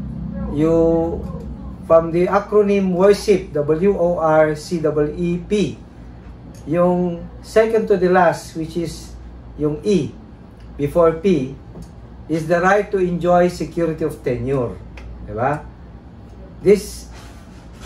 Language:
Filipino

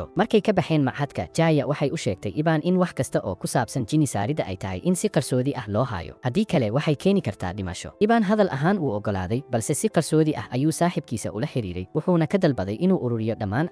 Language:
Somali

